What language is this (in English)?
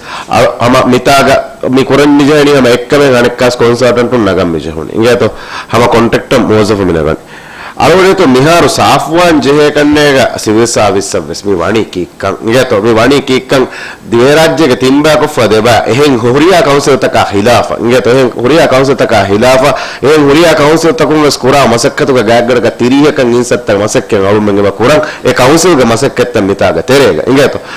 Divehi